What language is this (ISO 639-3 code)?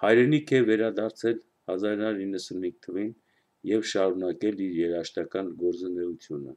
hye